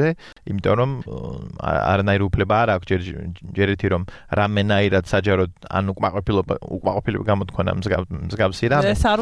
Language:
Georgian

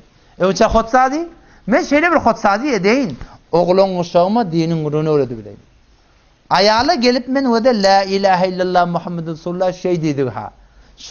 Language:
Turkmen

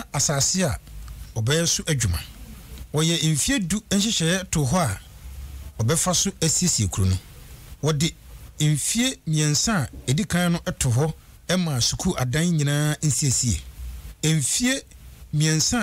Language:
Akan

